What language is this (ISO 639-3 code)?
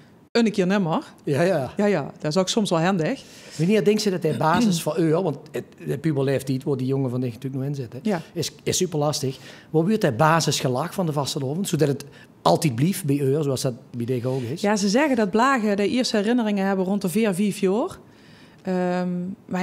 lim